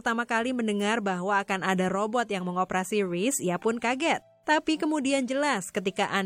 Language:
Indonesian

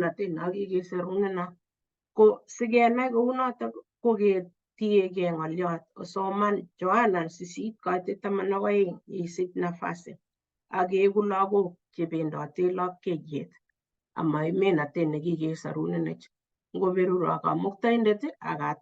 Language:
Kalenjin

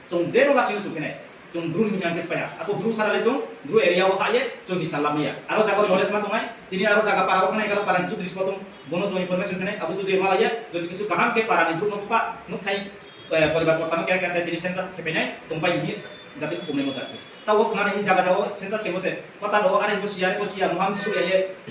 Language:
Riang (India)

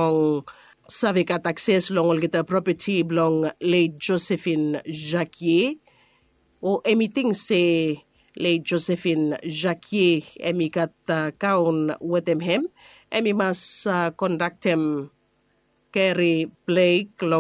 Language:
Bislama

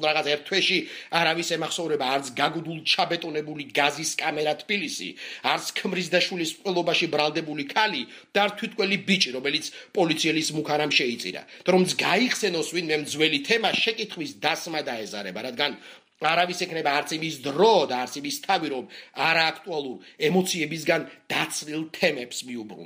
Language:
Georgian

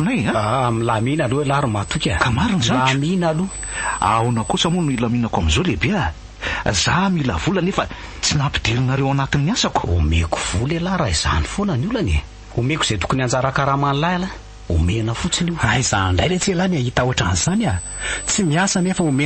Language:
Malagasy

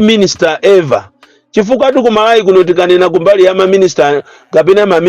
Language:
Nyanja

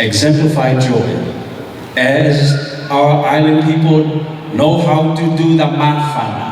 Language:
Tongan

